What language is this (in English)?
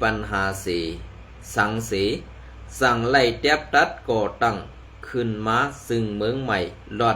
Shan